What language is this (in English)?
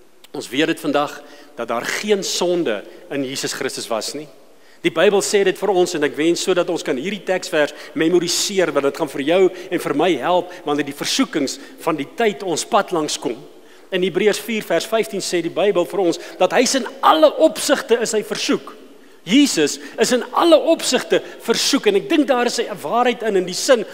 Afrikaans